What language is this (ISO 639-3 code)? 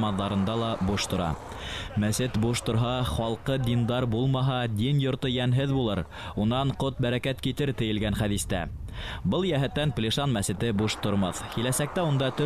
bak